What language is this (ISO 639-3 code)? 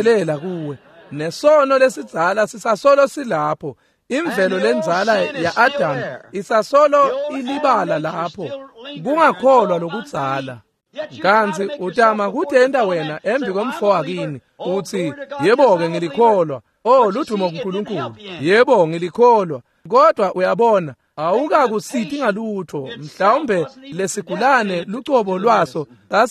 ssw